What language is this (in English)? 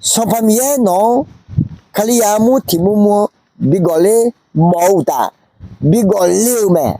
Akha